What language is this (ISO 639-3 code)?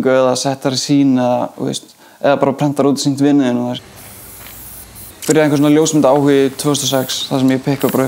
isl